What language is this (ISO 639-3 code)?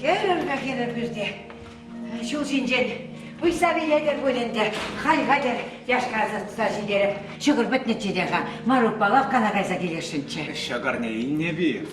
chv